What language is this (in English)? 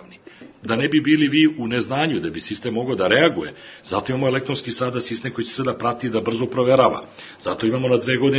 Serbian